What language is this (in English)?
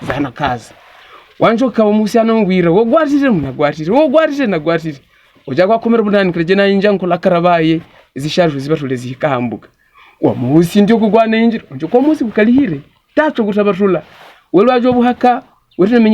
Havu